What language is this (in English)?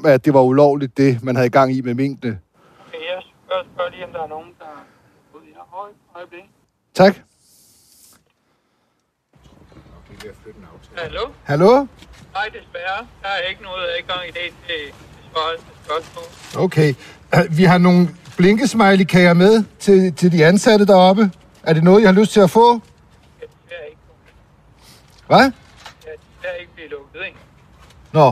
Danish